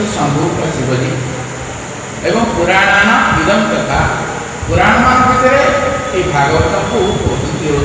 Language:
Odia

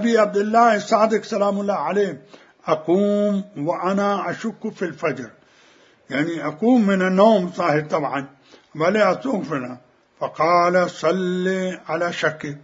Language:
Mesopotamian Arabic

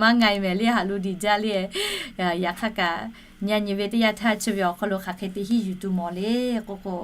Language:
Lahu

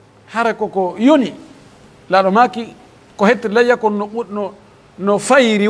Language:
Pular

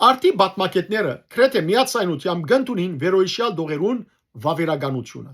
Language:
Western Armenian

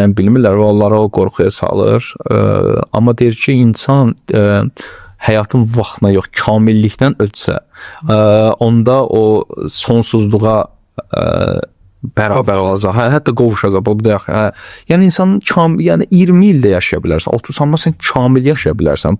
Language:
Azerbaijani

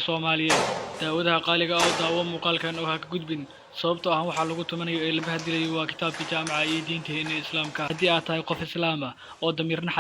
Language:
Somali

